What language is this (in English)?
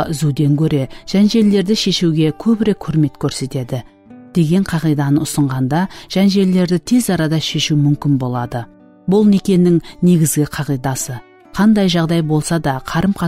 Kara-Kalpak